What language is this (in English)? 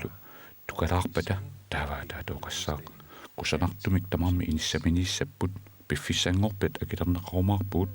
Kalaallisut